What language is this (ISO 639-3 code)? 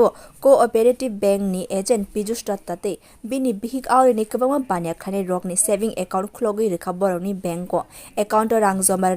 trp